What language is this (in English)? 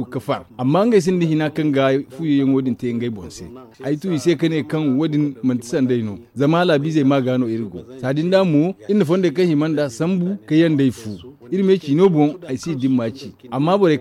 Zarma